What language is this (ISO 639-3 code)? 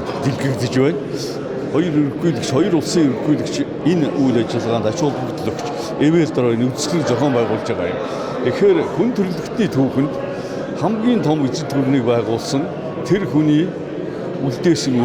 mon